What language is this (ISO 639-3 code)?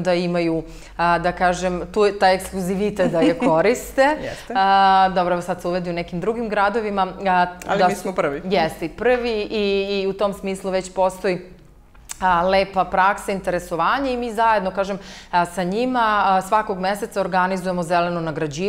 srp